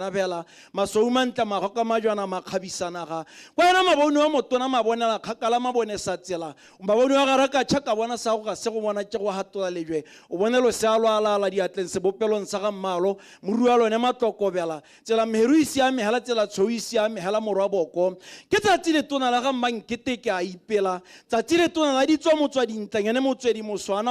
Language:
Tswana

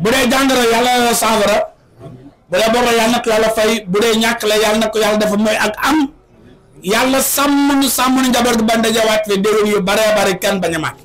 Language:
Wolof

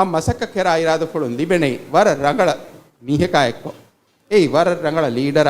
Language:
Divehi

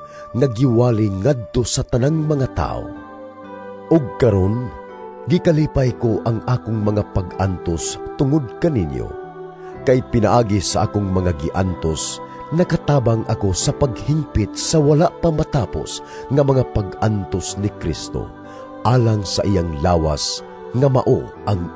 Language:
Cebuano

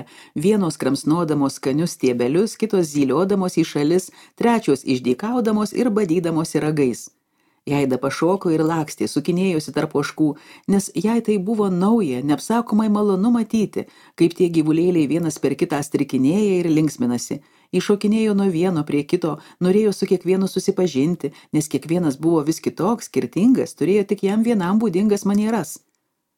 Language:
Lithuanian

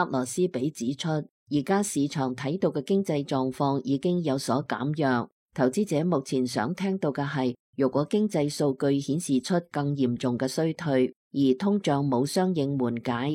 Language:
Cantonese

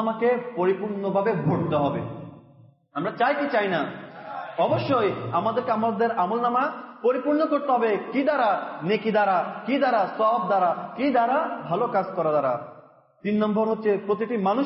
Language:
Bangla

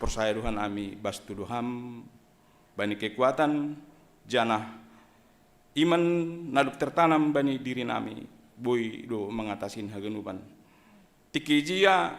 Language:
Batak Simalungun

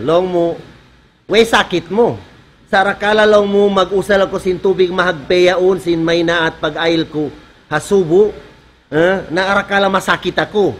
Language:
Tausug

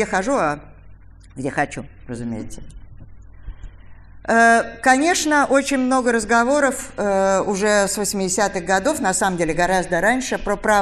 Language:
Russian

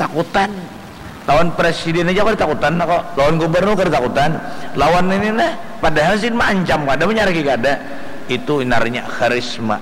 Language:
Banjar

